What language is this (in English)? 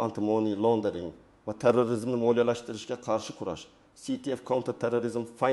Uzbek